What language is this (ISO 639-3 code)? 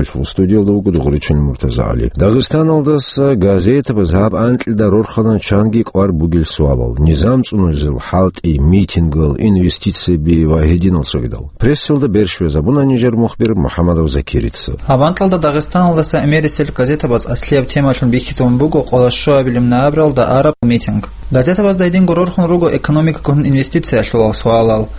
ava